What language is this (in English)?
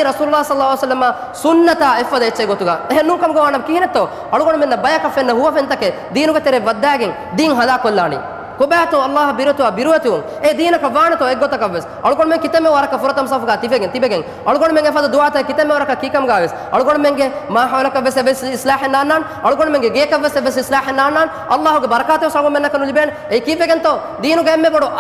Divehi